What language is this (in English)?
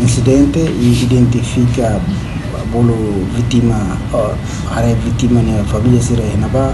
Tetum